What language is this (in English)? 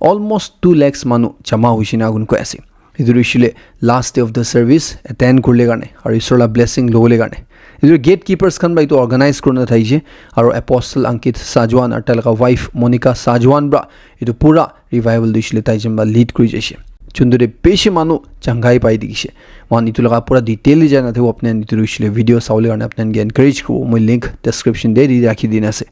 Naga Pidgin